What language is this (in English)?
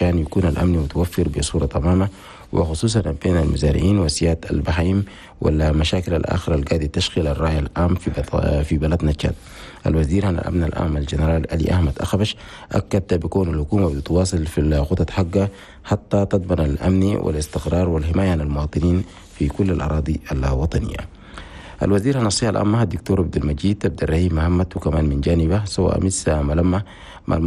Chadian Arabic